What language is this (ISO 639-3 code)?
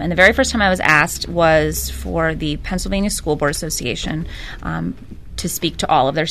eng